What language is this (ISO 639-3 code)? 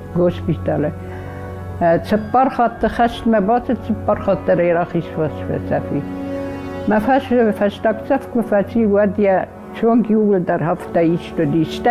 oss